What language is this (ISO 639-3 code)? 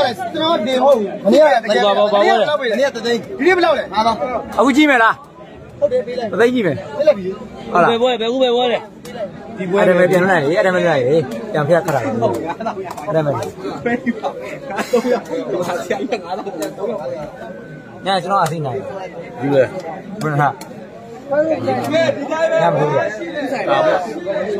mya